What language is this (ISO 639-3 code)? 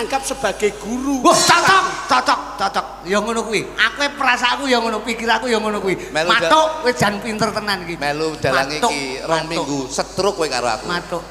jav